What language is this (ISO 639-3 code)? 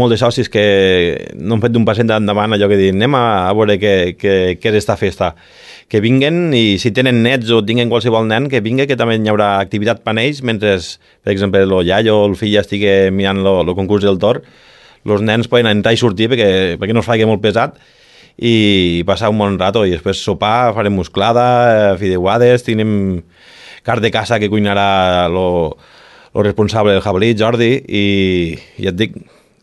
cat